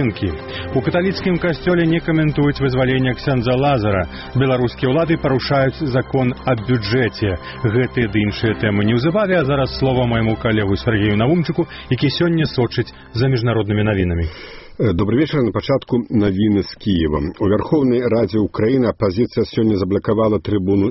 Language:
Belarusian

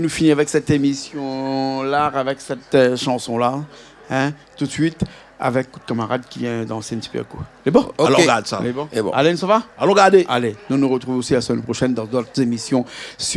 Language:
Réunion Creole French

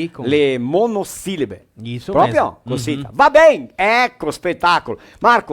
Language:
Venetian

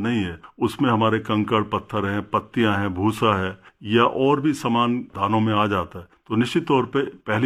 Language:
Hindi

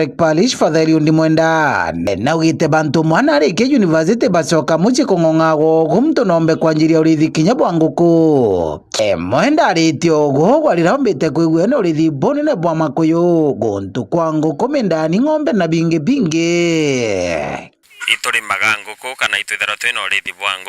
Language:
Meru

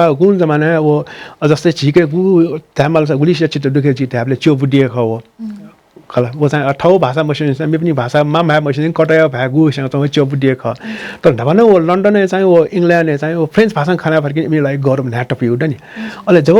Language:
Newari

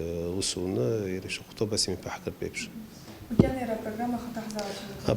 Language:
Abkhazian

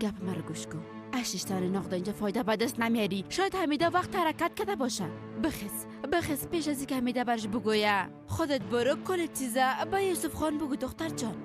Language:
Persian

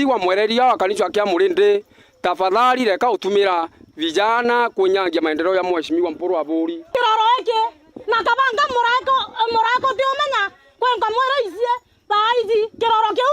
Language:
Meru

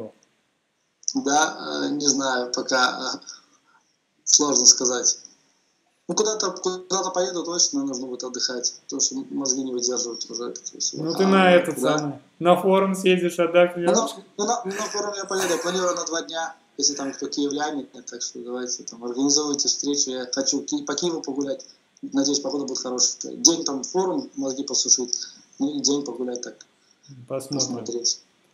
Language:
Russian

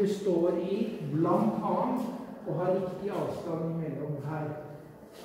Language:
Norwegian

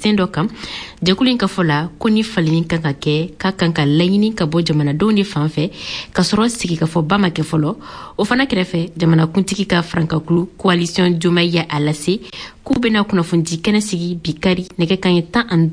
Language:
Bambara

